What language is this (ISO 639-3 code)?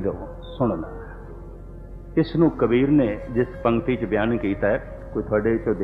pan